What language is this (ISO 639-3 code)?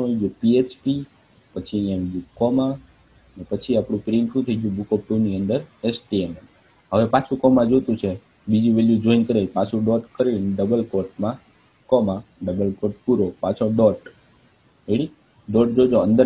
guj